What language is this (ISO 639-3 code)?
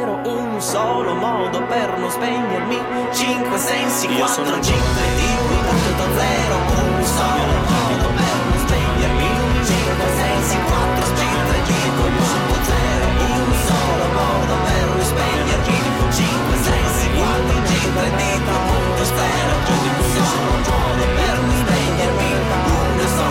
ita